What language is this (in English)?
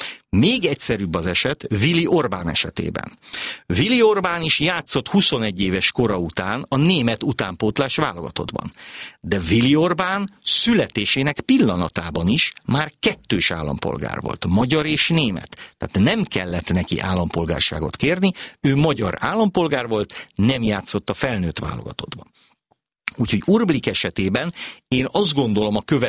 Hungarian